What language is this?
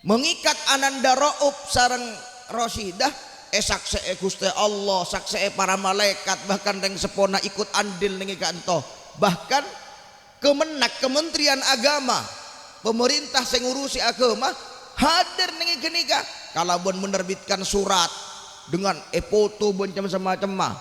Madurese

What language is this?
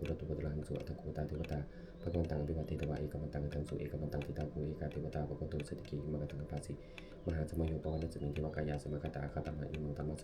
Pali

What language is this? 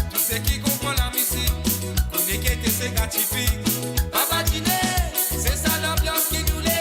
Morisyen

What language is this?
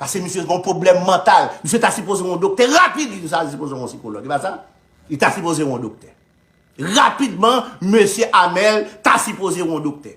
Haitian Creole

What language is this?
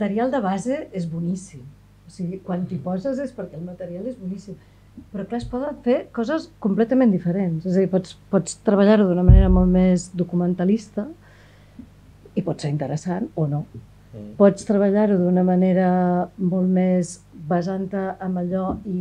Catalan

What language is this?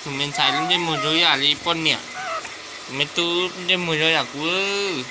Hmong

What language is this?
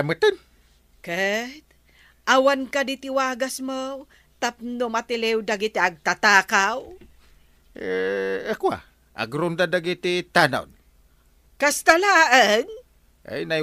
Iloko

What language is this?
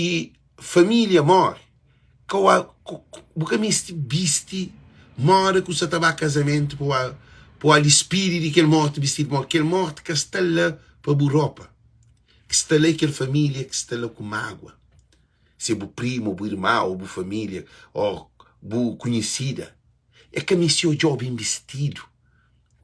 Kabuverdianu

